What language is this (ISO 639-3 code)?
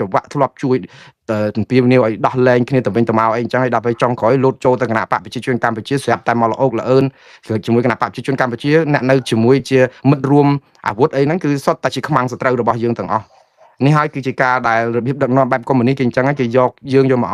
khm